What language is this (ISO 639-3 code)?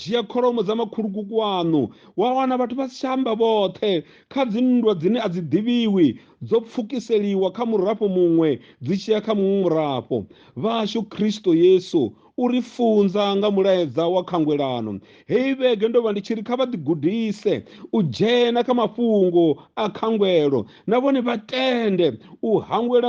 ven